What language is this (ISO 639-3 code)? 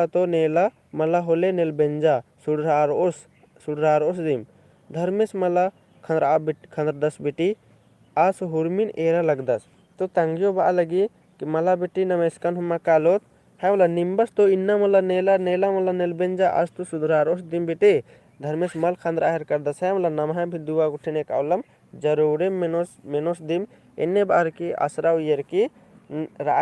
kru